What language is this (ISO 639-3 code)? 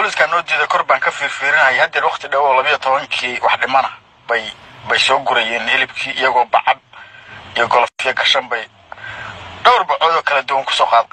som